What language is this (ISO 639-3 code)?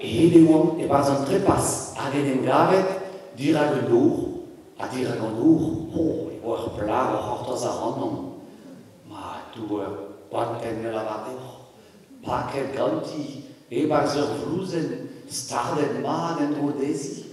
bre